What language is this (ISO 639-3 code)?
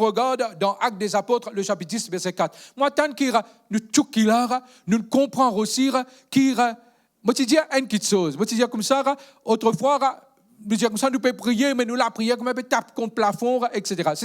mfe